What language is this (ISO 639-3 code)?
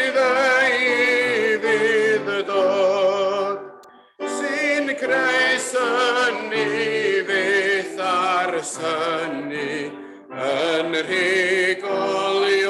cym